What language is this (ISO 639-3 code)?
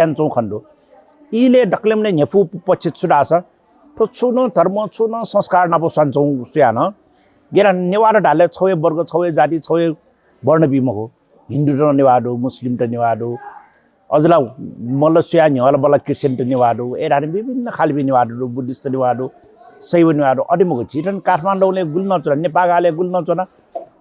new